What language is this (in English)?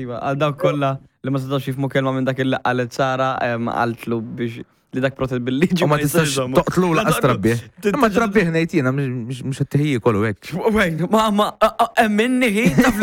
Maltese